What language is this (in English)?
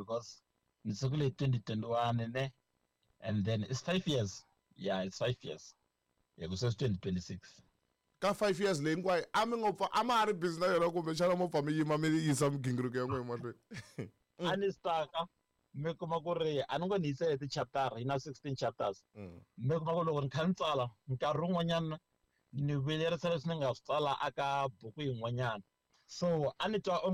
Tsonga